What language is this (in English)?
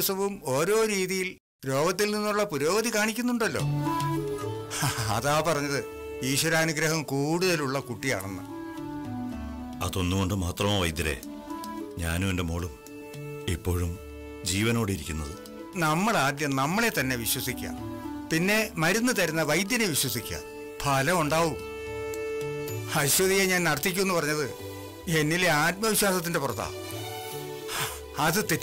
Malayalam